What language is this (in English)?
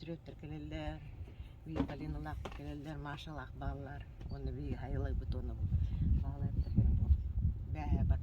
Yakut